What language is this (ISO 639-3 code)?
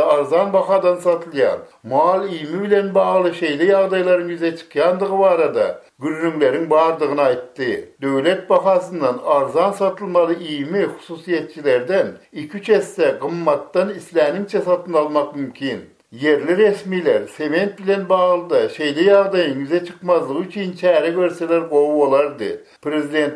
tuk